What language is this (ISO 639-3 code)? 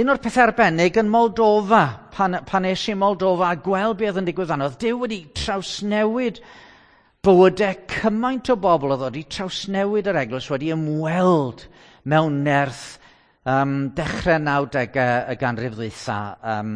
cym